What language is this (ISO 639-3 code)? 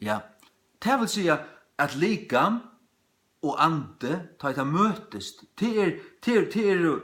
fao